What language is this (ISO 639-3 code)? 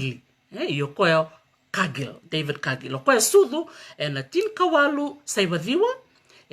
fij